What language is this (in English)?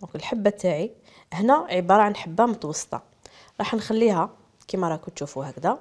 Algerian Arabic